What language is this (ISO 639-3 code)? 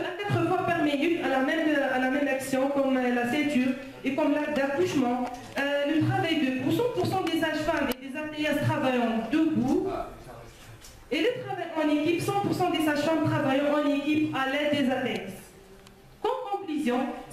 fra